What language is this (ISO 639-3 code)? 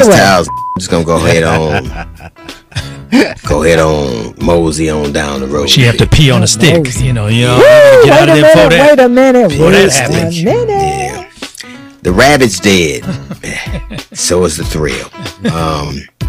eng